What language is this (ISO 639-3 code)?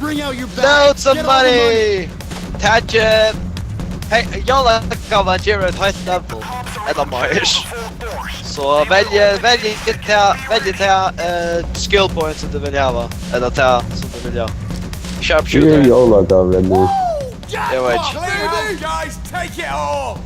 fao